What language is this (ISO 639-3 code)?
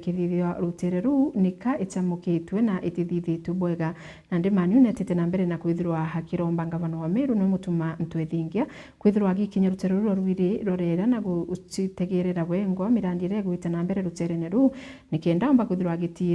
mer